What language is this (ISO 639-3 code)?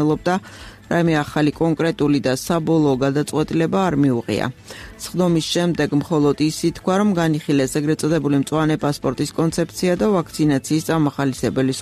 kat